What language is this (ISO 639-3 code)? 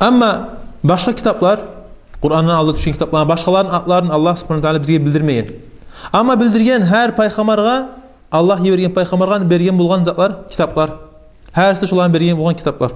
kum